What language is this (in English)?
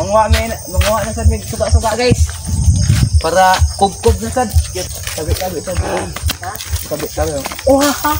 Cebuano